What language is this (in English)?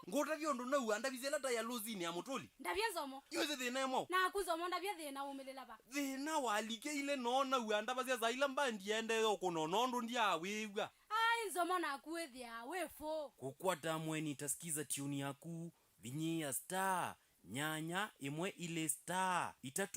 Kamba